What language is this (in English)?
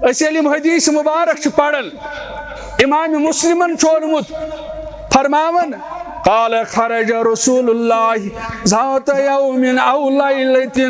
Kashmiri